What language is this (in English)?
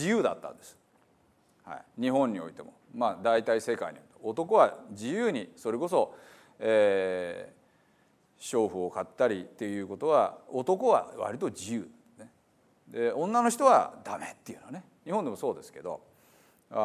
Japanese